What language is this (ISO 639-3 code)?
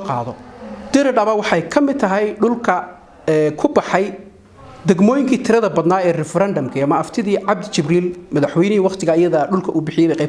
som